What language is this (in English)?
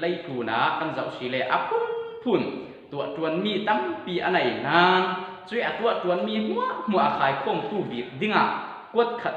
Falam Chin